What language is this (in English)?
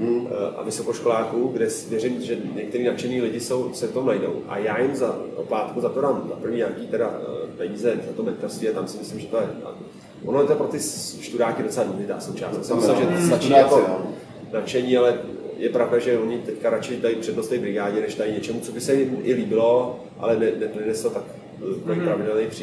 Czech